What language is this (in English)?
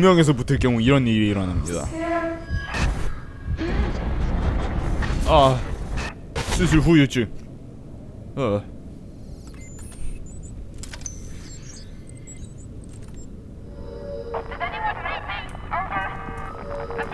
Korean